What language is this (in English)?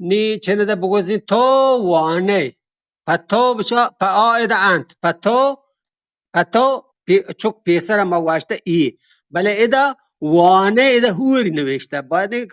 Eastern Balochi